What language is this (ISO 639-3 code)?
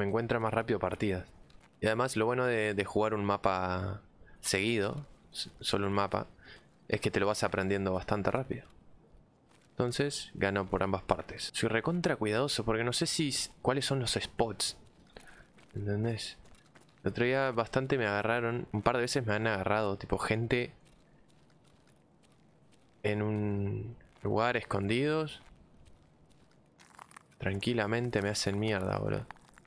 spa